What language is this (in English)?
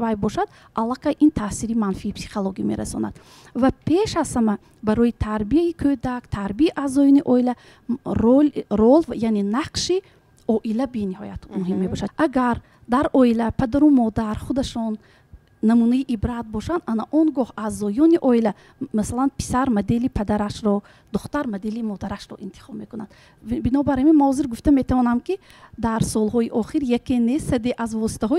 Tajik